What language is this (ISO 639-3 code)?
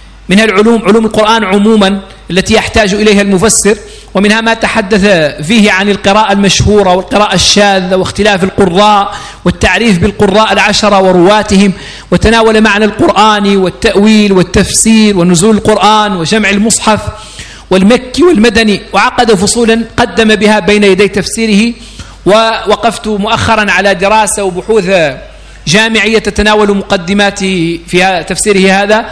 ara